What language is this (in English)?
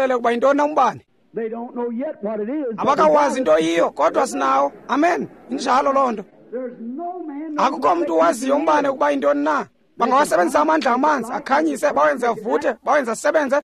Xhosa